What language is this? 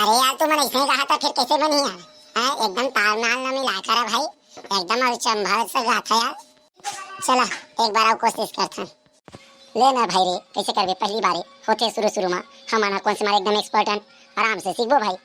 Chhattisgarhi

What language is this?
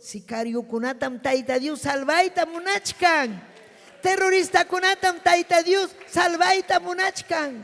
Ayacucho Quechua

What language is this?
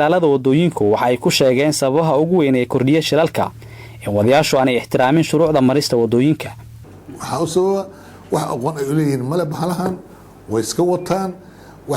Somali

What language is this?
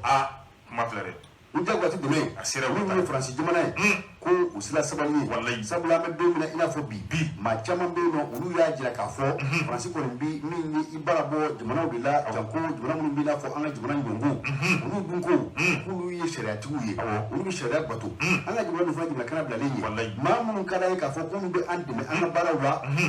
Bambara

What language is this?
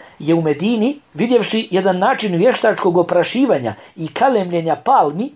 Bosnian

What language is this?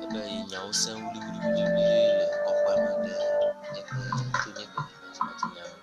Ewe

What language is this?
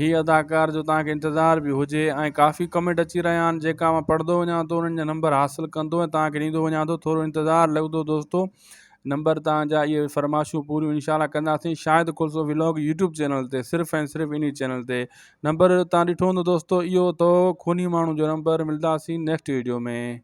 Sindhi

